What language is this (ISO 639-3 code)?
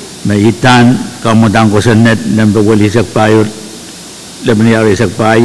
pon